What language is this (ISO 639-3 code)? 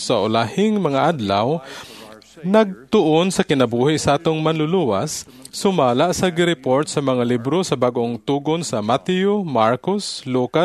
ceb